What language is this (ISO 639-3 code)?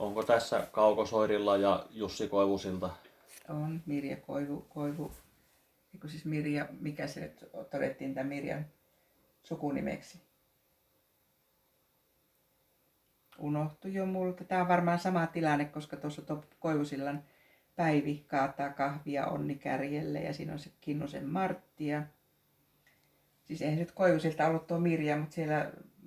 fin